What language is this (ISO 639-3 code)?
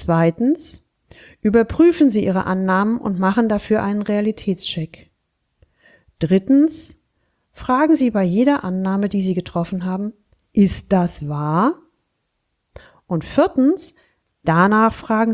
deu